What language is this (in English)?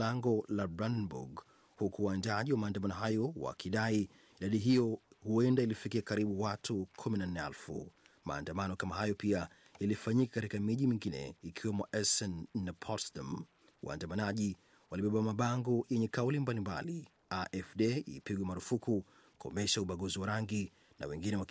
Swahili